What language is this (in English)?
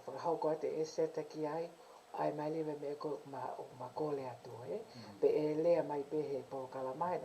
Tongan